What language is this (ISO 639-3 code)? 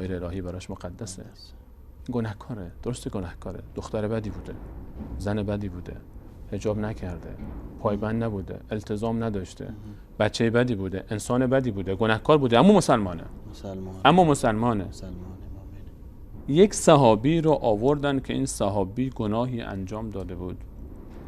fas